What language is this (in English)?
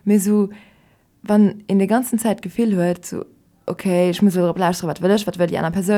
Luxembourgish